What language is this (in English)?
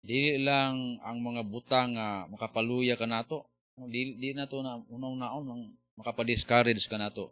Cebuano